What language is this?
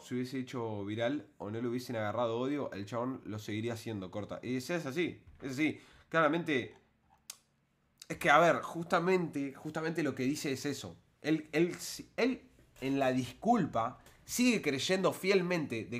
Spanish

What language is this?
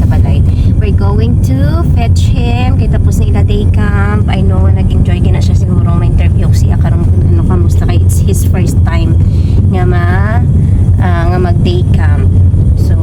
Hiligaynon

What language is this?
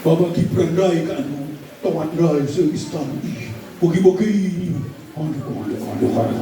Batak Karo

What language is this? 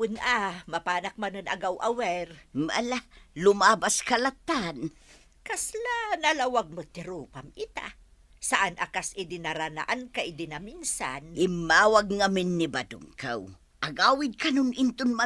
Iloko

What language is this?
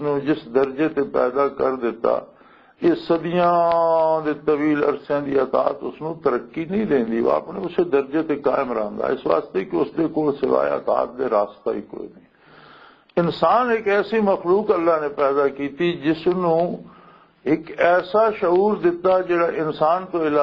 Western Panjabi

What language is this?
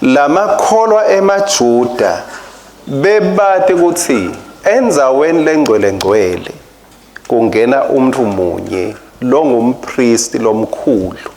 Swati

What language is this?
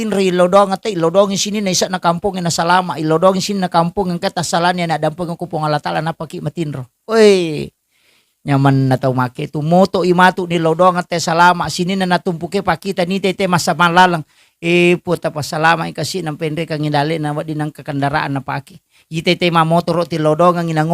Buginese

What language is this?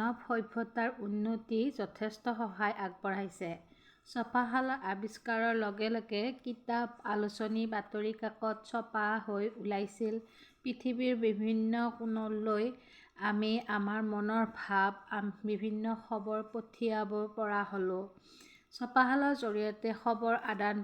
Assamese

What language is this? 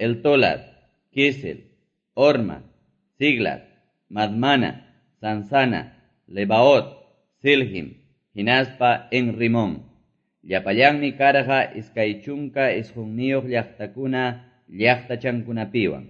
Quechua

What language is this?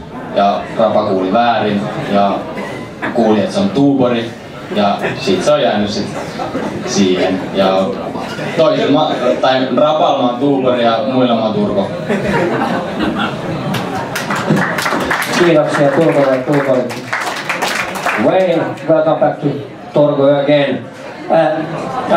Finnish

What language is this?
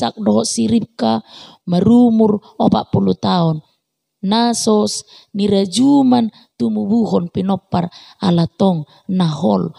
Batak Toba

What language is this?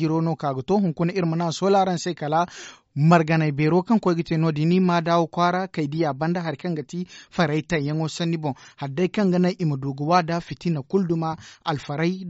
Zarma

